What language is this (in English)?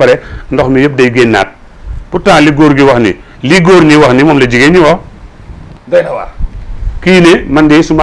Wolof